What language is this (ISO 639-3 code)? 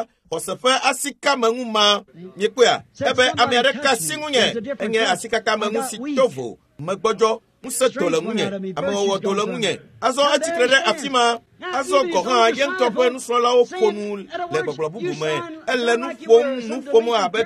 ewe